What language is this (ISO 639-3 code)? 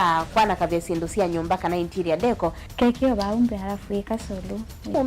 kam